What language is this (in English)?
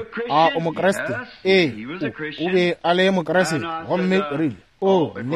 Northern Sotho